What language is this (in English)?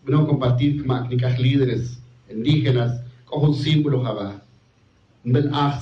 Tz'utujil